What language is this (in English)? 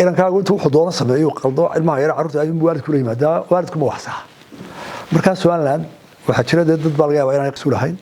Somali